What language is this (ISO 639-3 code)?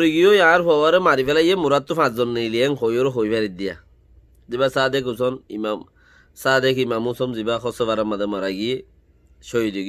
rhg